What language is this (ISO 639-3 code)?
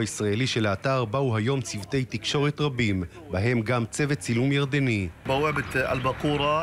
heb